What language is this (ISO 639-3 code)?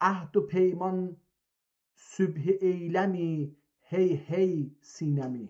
azb